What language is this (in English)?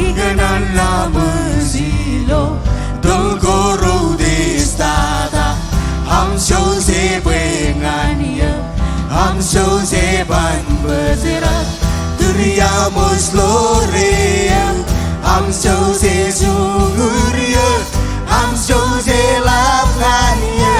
Marshallese